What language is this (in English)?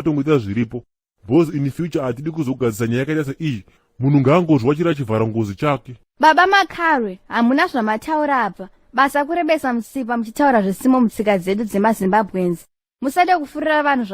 Shona